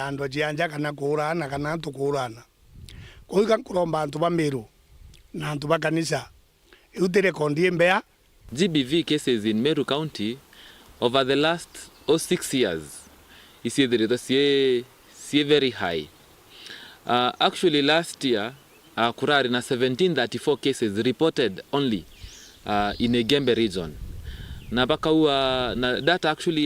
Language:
Meru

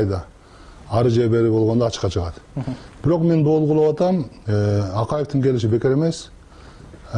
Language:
Kyrgyz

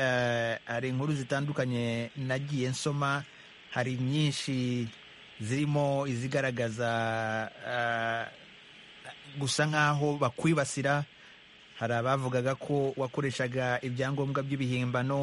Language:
Kinyarwanda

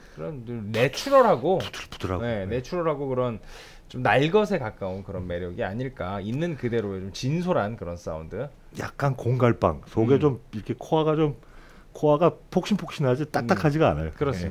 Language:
Korean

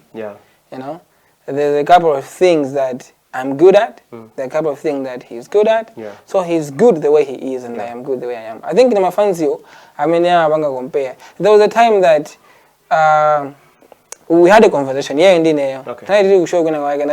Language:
Nyanja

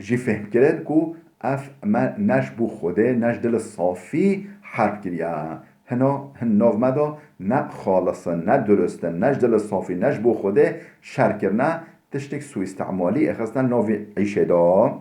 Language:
Kurdish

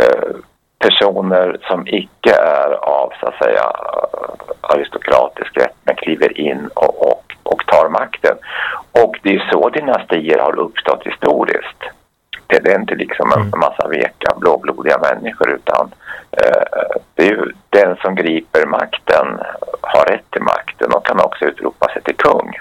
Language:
Swedish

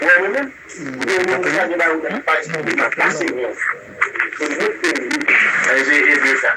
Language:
Haitian Creole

